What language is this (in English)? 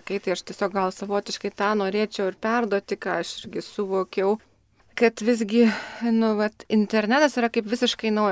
Lithuanian